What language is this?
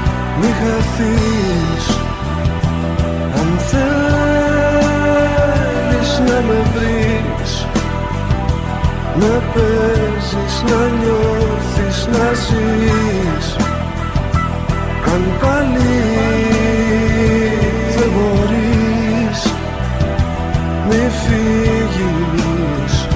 Greek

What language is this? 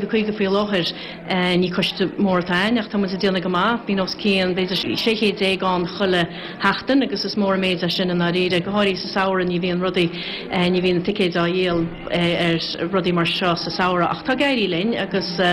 Irish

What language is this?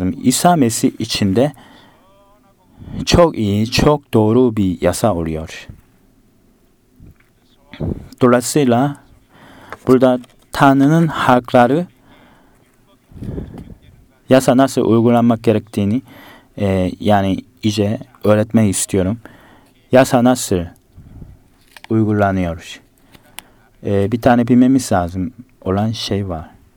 Turkish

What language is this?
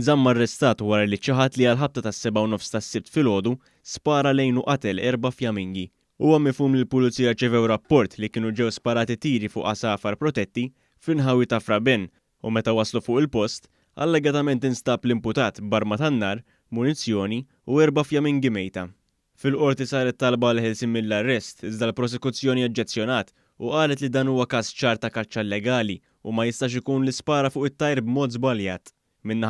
Maltese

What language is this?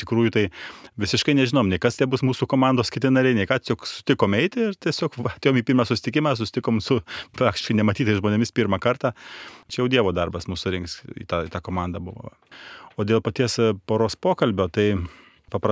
Lithuanian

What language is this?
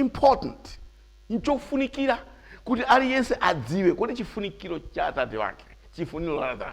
Nyanja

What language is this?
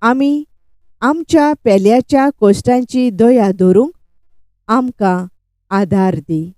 Konkani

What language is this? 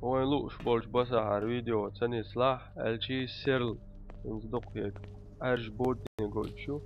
Chechen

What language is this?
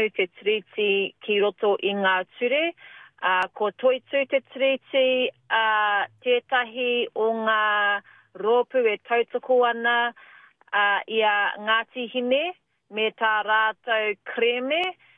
Māori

